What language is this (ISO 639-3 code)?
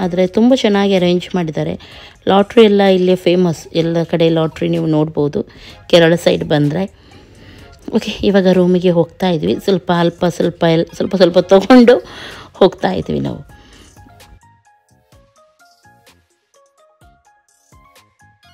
kan